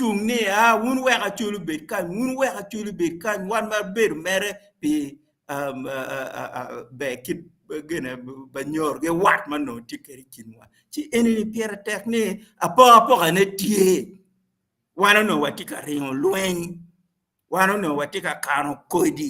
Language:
Acoli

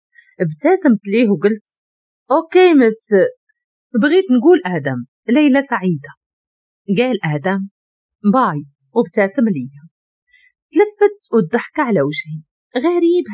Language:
Moroccan Arabic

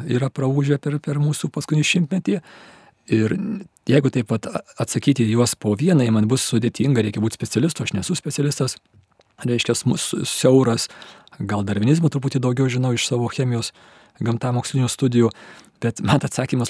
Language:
Lithuanian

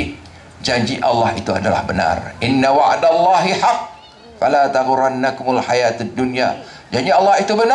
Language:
Malay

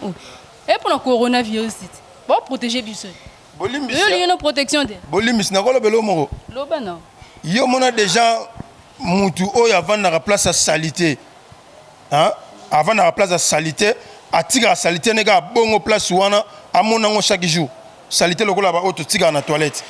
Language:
Lingala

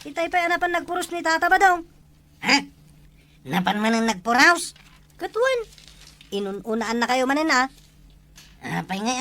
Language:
Iloko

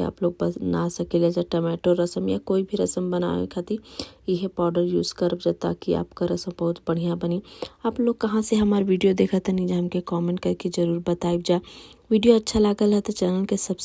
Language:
Bhojpuri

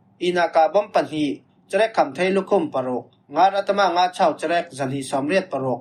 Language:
Falam Chin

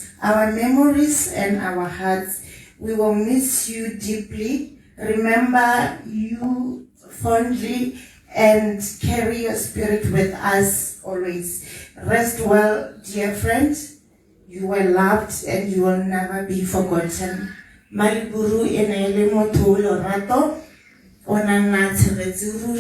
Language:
Tswana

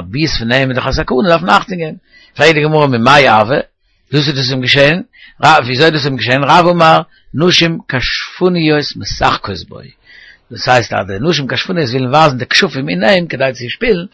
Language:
Yiddish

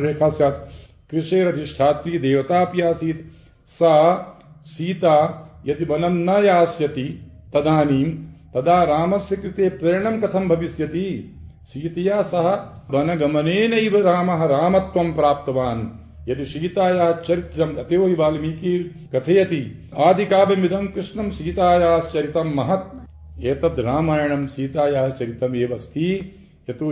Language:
Sanskrit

